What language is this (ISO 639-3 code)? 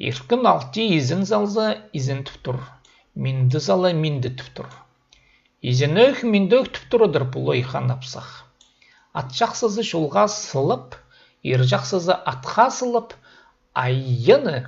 kjh